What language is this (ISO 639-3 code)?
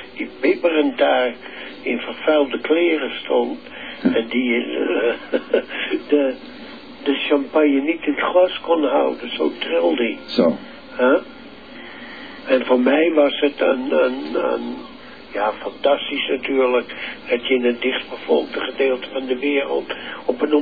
nld